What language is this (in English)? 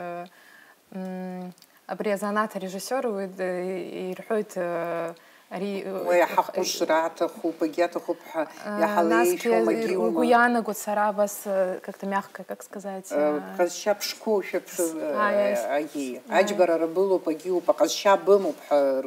Abkhazian